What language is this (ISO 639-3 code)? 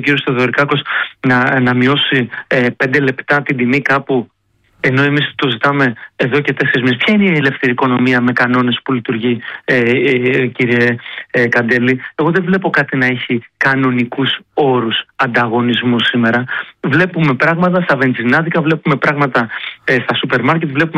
ell